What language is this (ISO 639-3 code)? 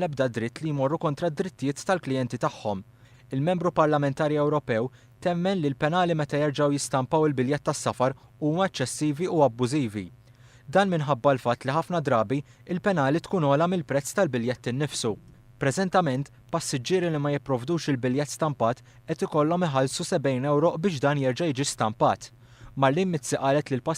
mlt